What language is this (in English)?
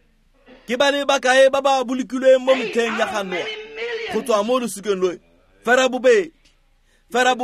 Tswana